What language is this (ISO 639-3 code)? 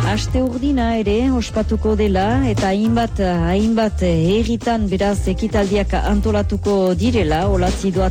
eus